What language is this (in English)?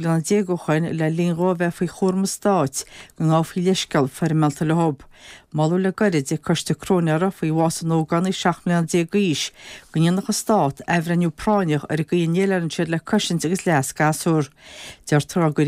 Irish